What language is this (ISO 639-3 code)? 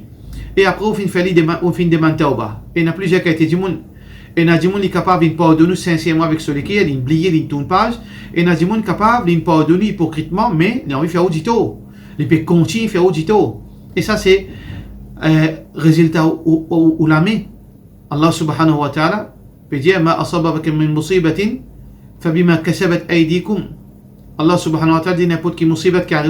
mfe